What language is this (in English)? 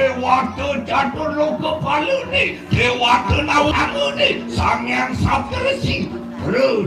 Balinese